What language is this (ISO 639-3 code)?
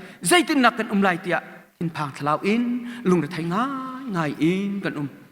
cnh